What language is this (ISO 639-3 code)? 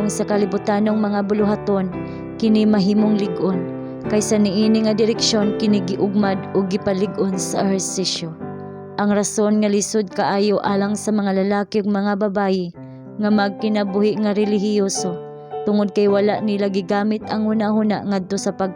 ceb